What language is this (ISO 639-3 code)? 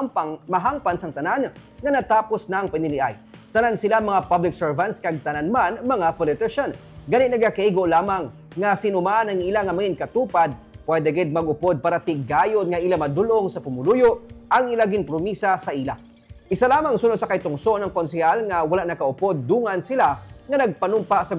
hil